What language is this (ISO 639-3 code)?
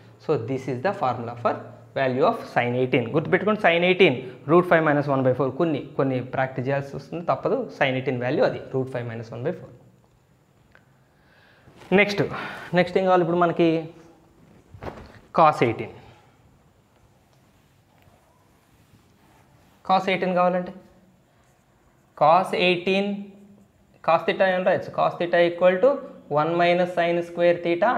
tel